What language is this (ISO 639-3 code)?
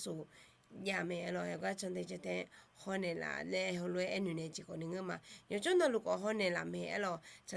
ahk